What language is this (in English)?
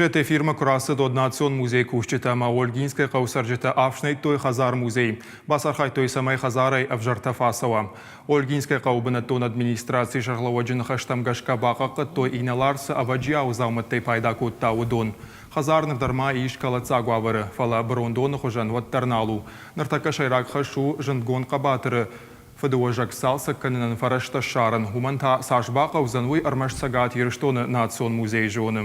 Ossetic